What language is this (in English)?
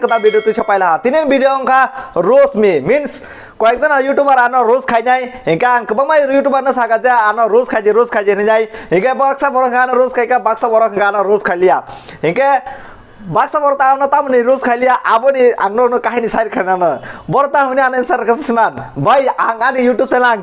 Kok Borok